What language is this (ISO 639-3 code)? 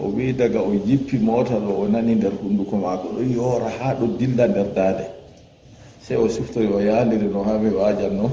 ful